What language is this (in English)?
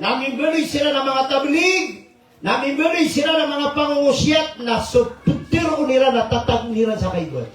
Maranao